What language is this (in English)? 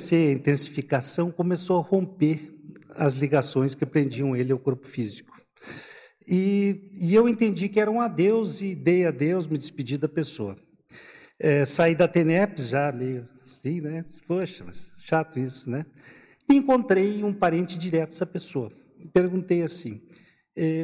Portuguese